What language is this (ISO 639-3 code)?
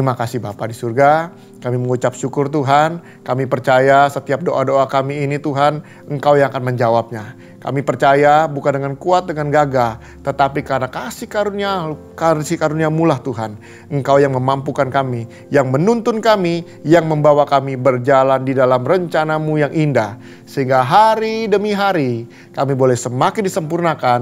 ind